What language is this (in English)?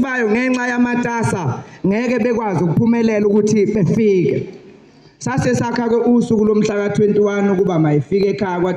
Zulu